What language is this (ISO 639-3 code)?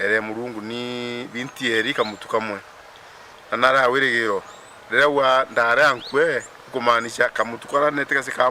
mer